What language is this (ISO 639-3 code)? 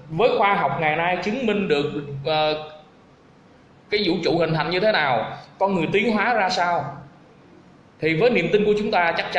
vie